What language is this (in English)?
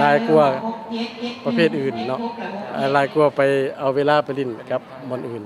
Lao